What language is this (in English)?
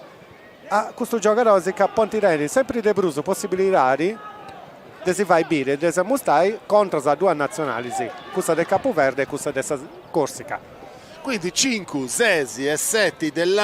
Sardinian